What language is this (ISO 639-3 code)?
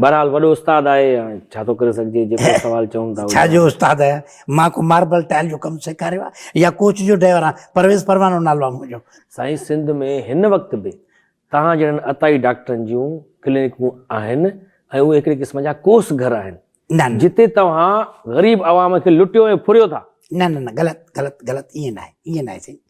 snd